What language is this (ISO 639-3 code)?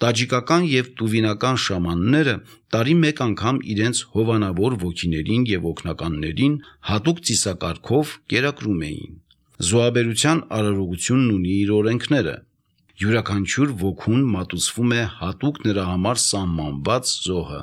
hye